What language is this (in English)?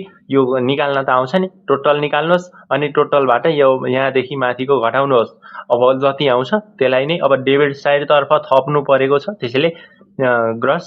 Nepali